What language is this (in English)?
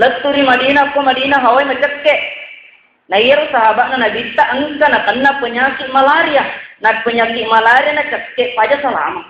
Buginese